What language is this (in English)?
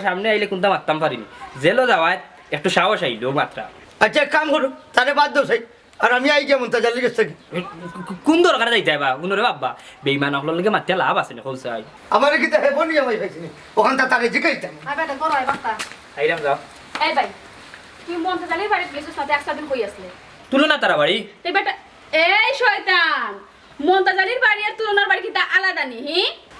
Sylheti